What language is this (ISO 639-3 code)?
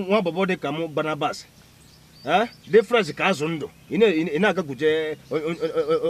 ibo